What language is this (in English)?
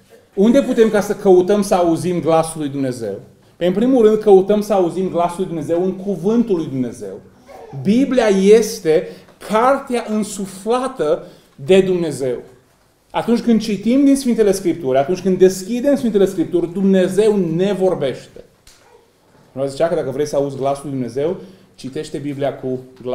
Romanian